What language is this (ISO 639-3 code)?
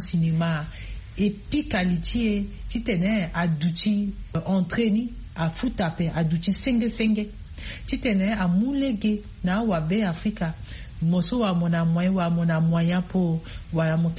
sag